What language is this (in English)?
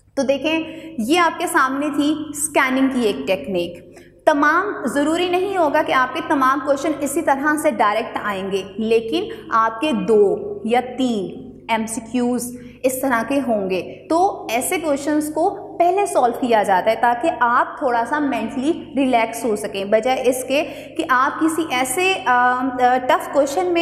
Hindi